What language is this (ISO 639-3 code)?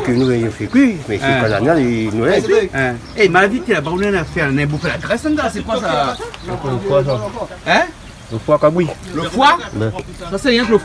rcf